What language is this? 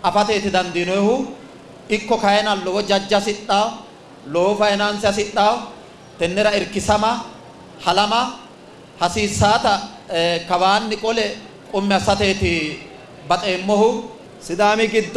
Sidamo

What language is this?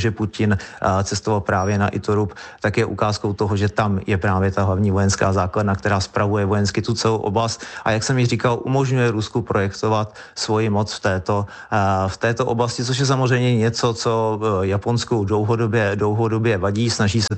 Czech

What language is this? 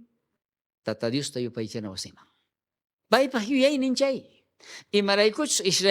South Bolivian Quechua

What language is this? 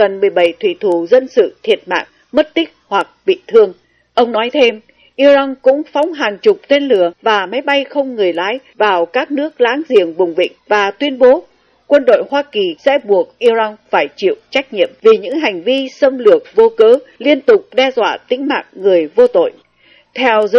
Vietnamese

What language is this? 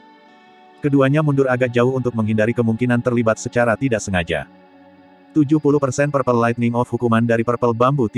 Indonesian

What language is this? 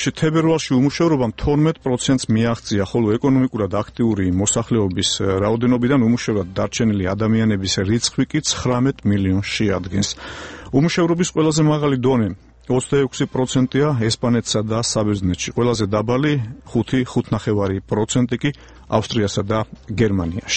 Georgian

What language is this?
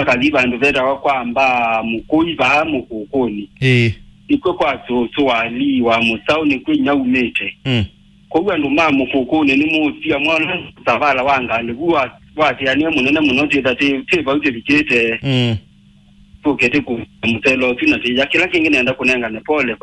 Kamba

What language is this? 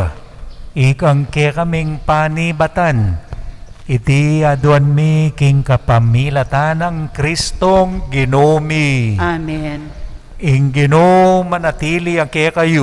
Pampanga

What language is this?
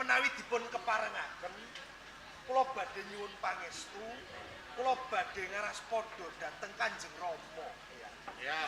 Javanese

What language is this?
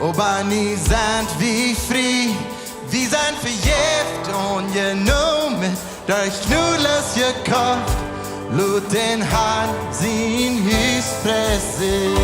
Plautdietsch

